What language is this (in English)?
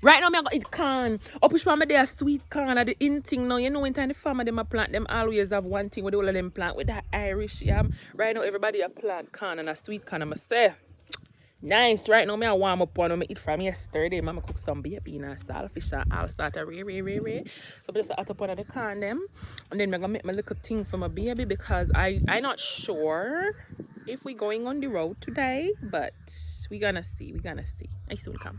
Jamaican Creole English